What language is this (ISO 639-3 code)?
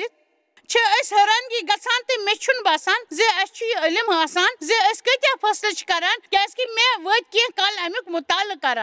kas